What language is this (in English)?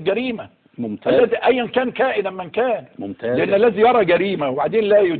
Egyptian Arabic